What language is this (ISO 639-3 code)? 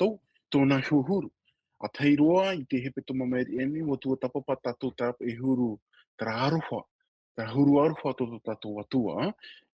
tah